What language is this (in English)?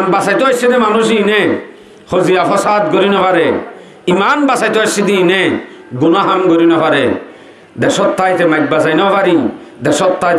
Rohingya